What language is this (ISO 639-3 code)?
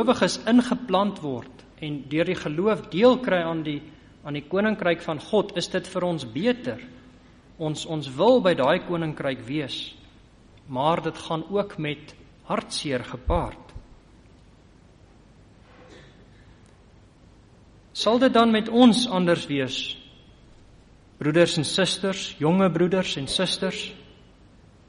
afr